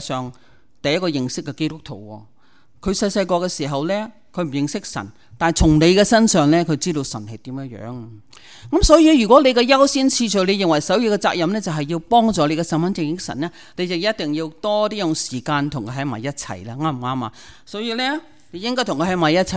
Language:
Cantonese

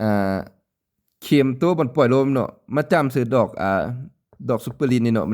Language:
Lao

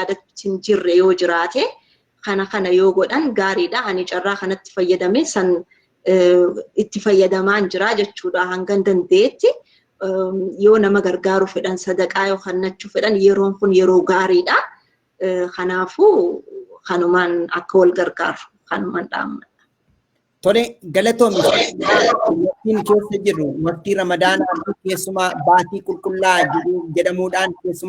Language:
Oromo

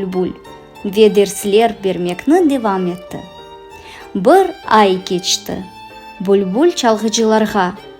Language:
Crimean Tatar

